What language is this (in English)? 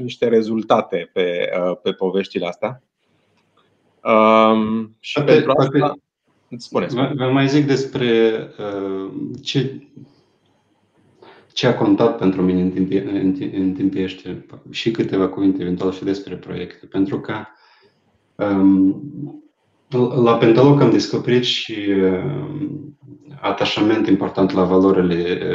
Romanian